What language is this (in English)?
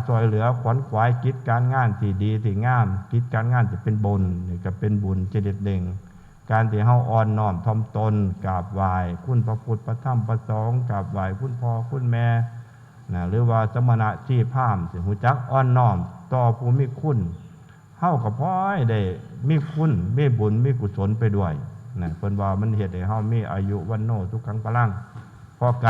Northeastern Thai